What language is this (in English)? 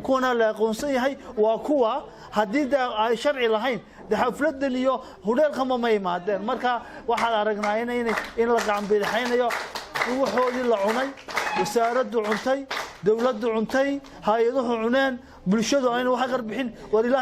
Somali